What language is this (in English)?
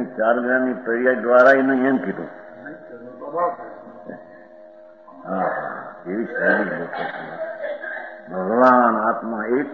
Gujarati